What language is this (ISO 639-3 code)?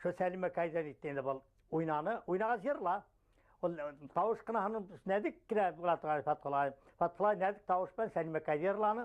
bak